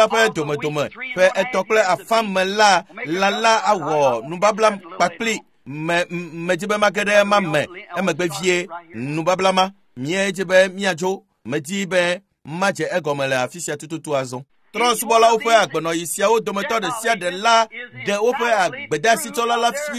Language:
Ewe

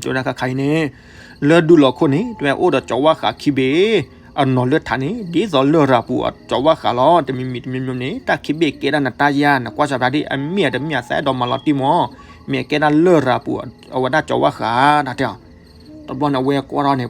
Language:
S'gaw Karen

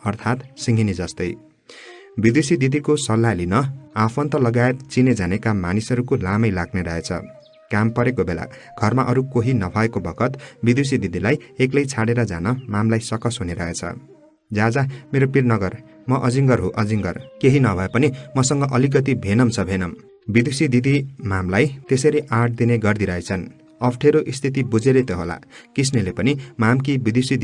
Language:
Nepali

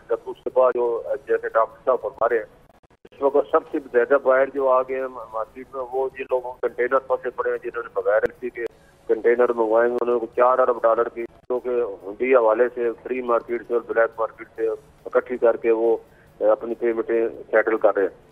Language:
Urdu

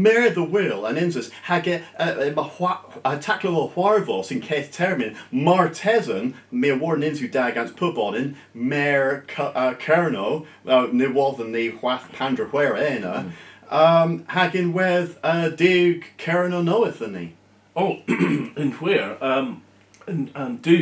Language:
Cornish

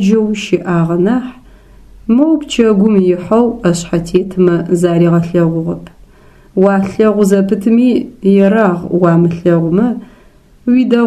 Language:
Adyghe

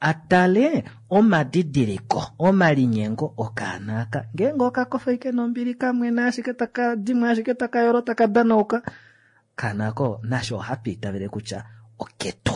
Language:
Kuanyama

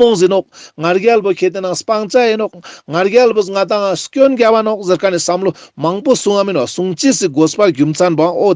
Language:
Ladakhi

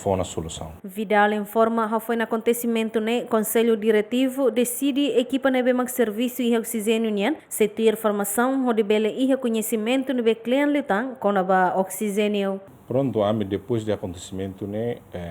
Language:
Tetum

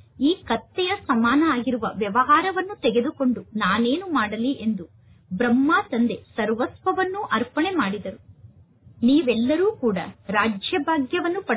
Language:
Kannada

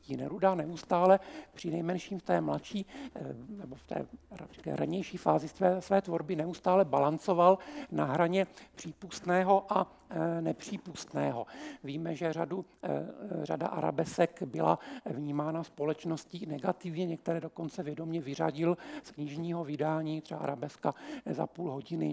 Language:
Czech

